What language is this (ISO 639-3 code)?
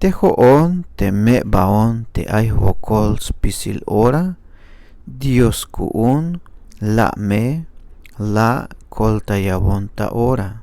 tzh